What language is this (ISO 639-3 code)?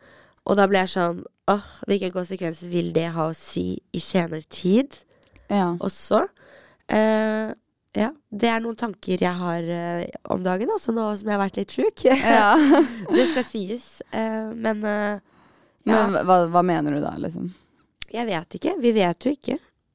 nor